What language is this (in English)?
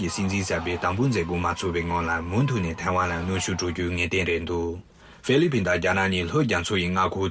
Tibetan